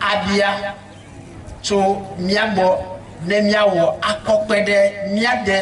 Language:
Ewe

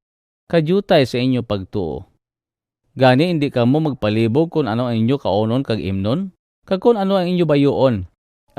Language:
Hiligaynon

